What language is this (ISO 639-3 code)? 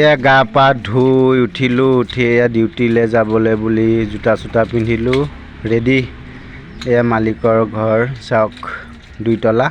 asm